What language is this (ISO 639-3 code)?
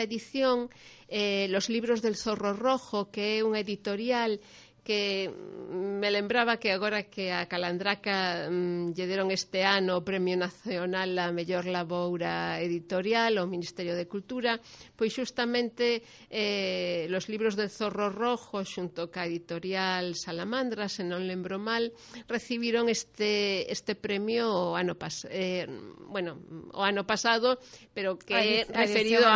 glg